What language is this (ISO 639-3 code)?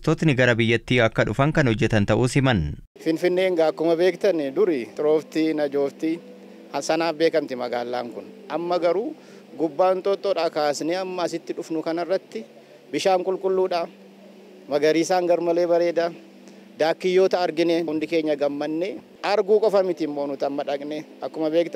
orm